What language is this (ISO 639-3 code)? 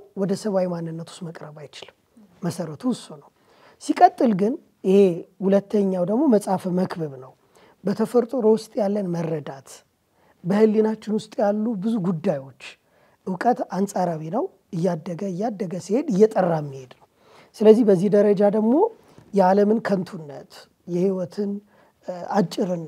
amh